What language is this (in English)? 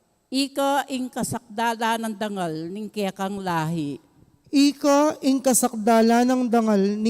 Pampanga